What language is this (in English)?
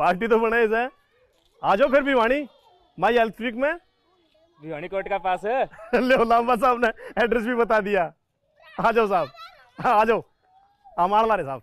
Haryanvi